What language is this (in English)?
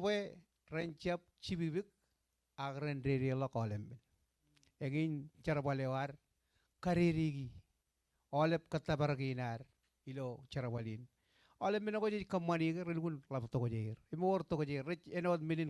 Marshallese